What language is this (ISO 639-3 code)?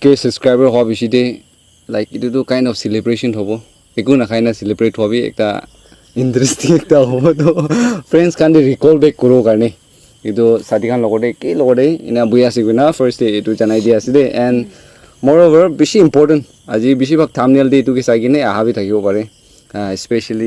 nag